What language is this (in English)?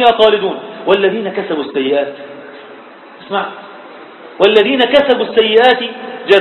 Arabic